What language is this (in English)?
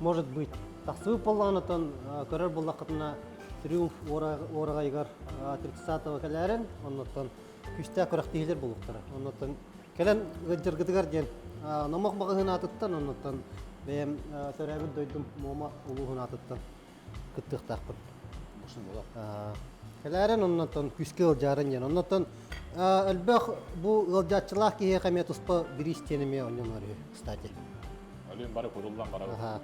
Yakut